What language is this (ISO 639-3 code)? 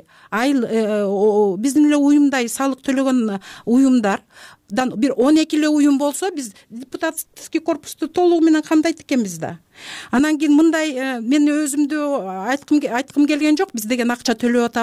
kir